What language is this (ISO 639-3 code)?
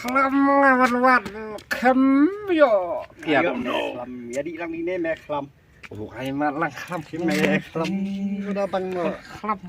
kha